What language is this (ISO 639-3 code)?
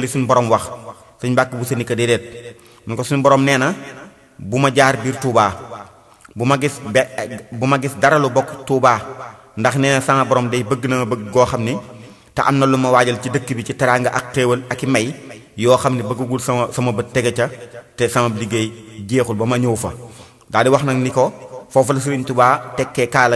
wol